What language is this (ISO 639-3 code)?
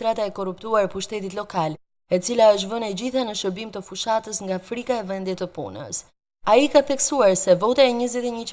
sqi